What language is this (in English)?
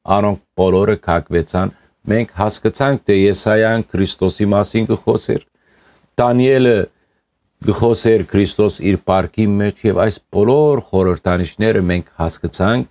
Western Armenian